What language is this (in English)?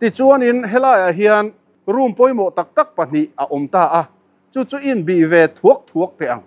Mizo